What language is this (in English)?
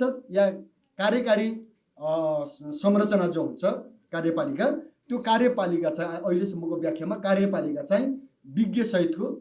Nepali